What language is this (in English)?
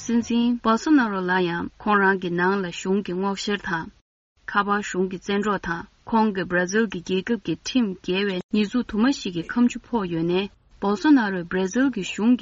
Tibetan